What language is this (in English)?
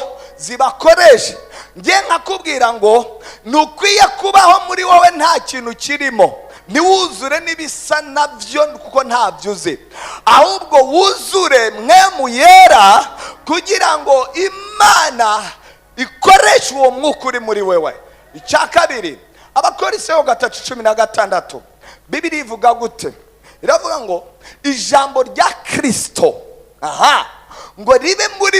Rundi